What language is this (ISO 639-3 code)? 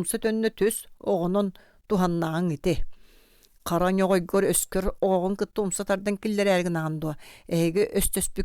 sah